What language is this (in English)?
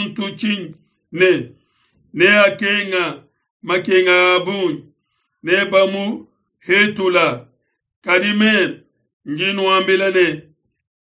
Luba-Lulua